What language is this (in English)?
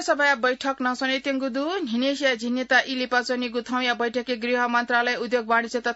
Newari